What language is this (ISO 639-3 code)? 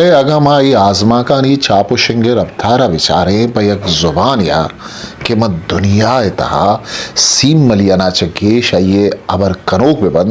bgp